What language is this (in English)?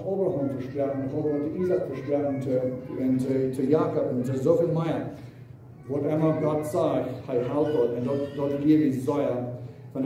Plautdietsch